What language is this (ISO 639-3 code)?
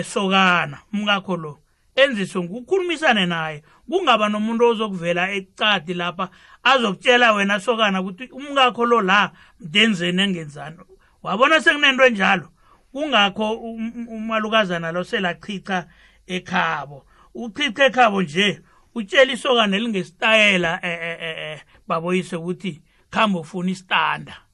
nbl